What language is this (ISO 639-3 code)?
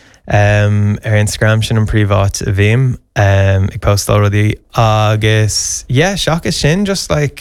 gle